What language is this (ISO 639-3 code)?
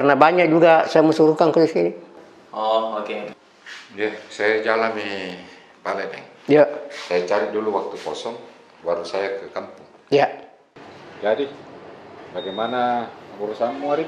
mfp